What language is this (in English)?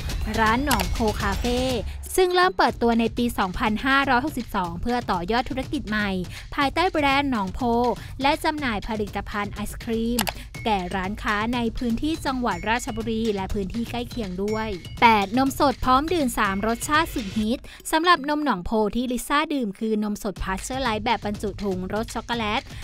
Thai